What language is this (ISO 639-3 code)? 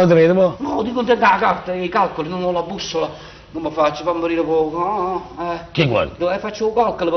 nap